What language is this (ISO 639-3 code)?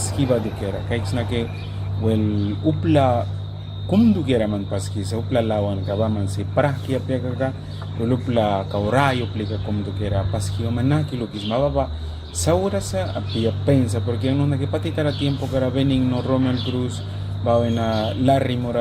miq